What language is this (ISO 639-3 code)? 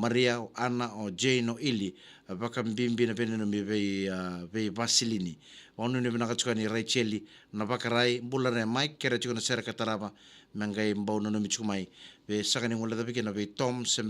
fij